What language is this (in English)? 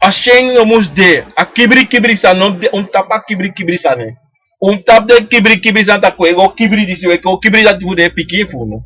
Sranan Tongo